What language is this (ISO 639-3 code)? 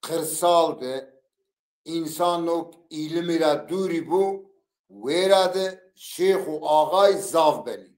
zza